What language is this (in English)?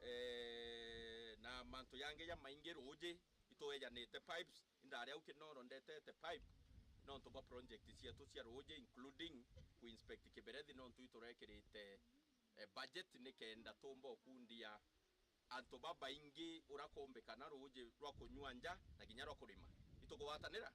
Meru